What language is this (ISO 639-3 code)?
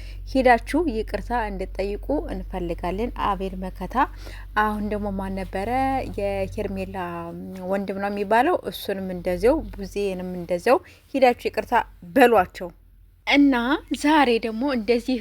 amh